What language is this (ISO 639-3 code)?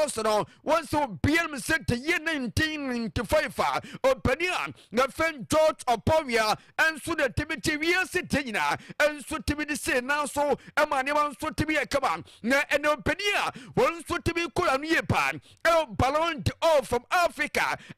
aka